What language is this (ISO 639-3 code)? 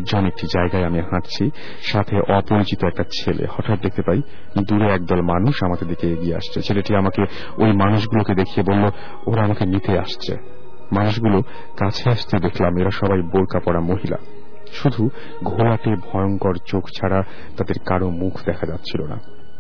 ben